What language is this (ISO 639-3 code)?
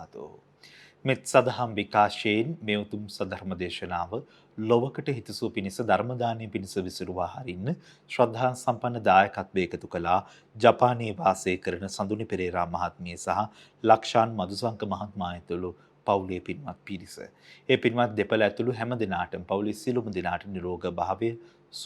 sin